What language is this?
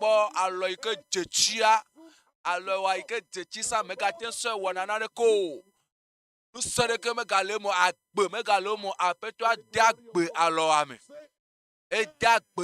Ewe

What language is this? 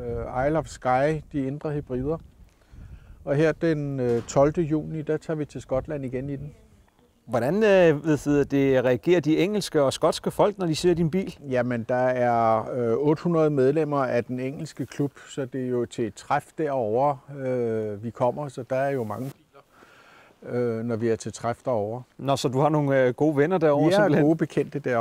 Danish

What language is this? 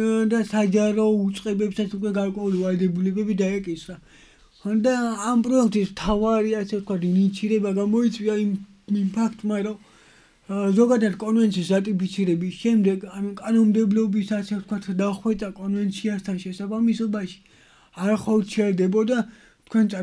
Georgian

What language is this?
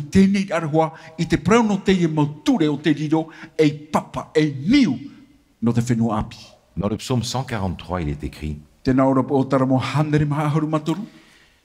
Tahitian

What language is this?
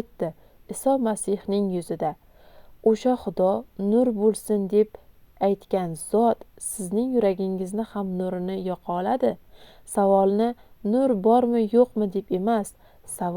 Uzbek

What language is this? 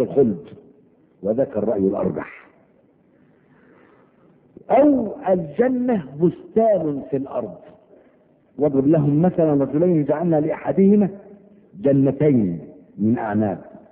Arabic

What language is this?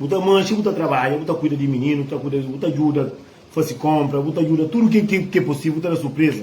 Kabuverdianu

